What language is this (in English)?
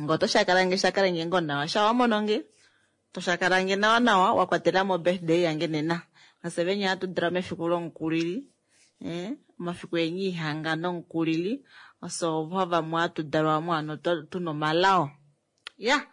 Kuanyama